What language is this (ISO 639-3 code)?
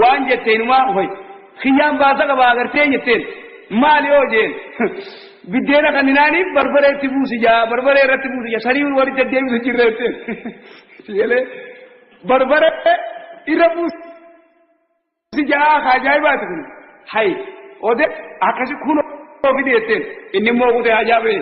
orm